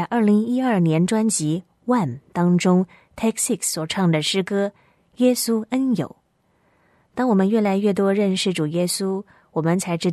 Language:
Chinese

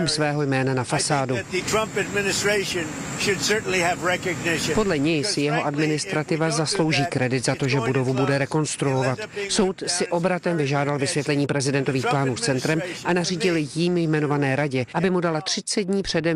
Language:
Czech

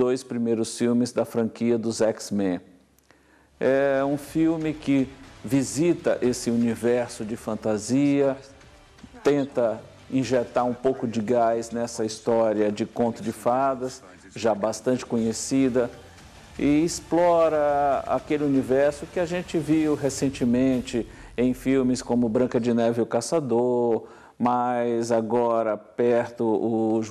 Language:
Portuguese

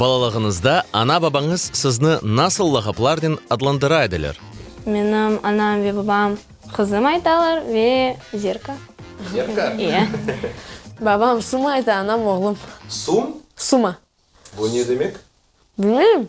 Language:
Crimean Tatar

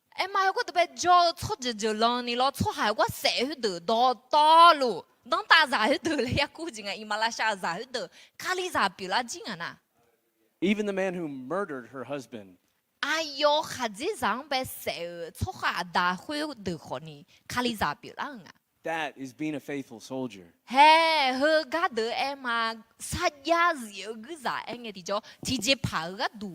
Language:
Akha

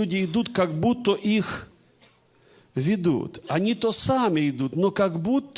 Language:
Russian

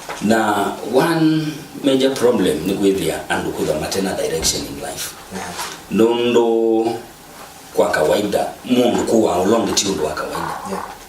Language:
Kamba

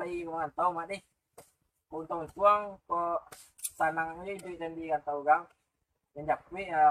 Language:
Minangkabau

